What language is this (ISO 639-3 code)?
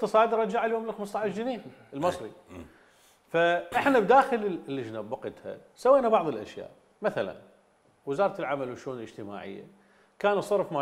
acm